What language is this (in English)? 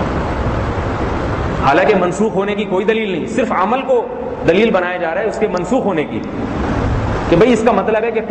Urdu